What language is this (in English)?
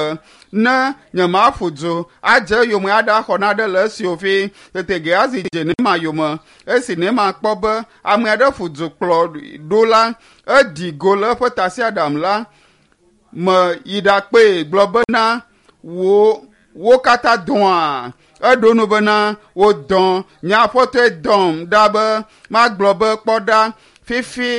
Ewe